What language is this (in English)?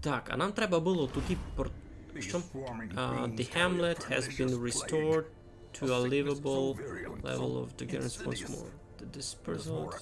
Rusyn